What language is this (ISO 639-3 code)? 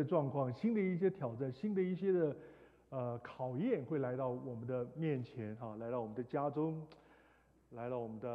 zho